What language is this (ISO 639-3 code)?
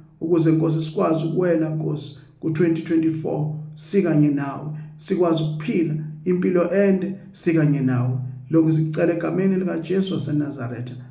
zul